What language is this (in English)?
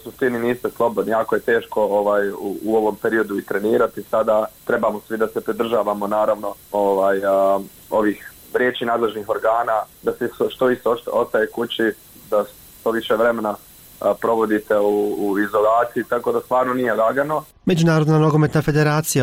Bosnian